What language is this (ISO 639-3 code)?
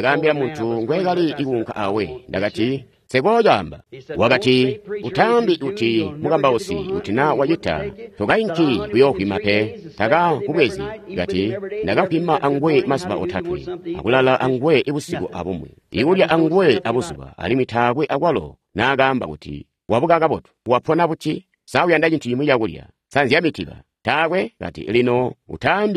toi